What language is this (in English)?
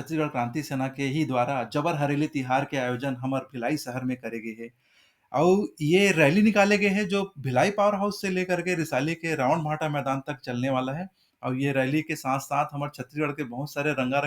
Chhattisgarhi